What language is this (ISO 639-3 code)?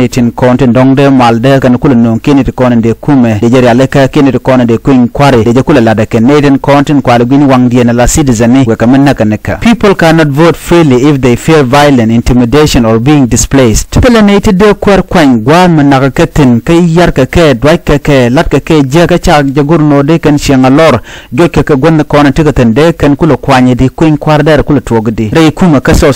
nus